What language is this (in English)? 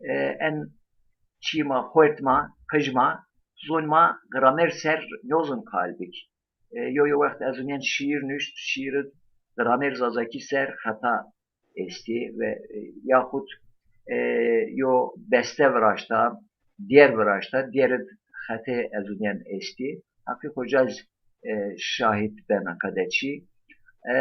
Zaza